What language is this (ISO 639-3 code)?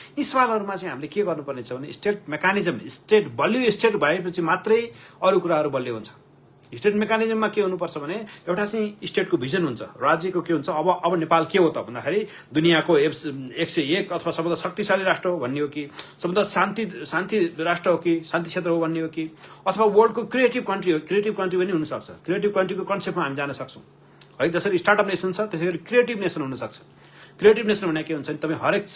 nep